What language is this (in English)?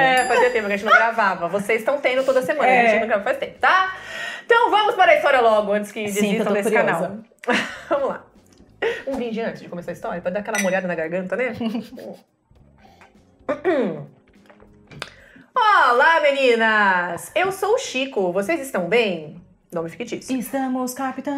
Portuguese